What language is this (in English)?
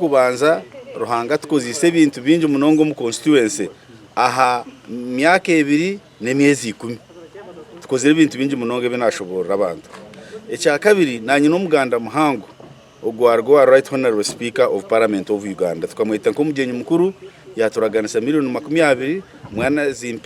Nyankole